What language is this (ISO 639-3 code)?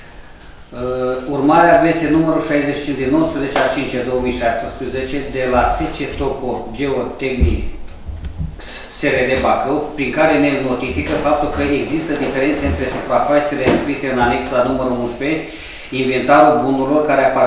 ron